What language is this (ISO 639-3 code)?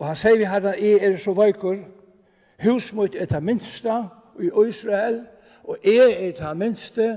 fao